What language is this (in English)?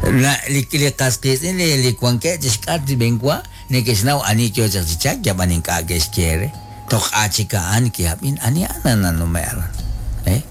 Kekchí